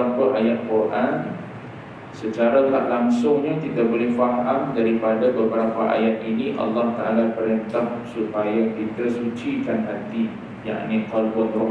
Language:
Malay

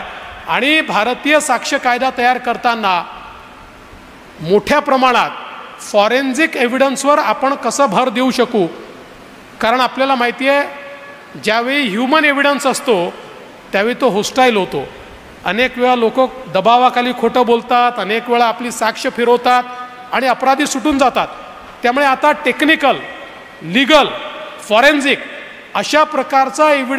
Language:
Marathi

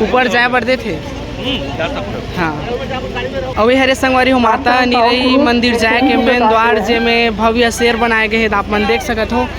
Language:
Chhattisgarhi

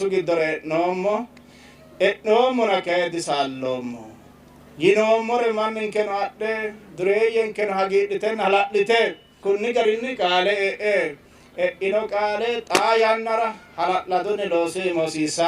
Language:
Sidamo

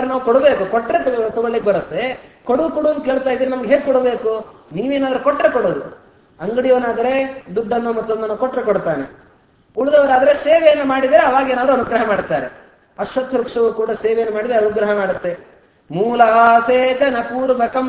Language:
Kannada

